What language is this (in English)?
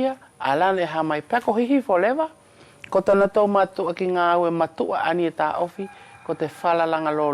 Wallisian